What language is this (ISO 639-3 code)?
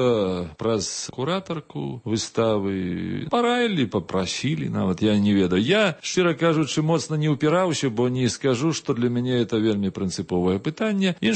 bel